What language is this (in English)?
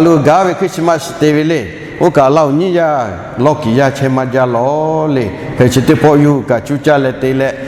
Lahu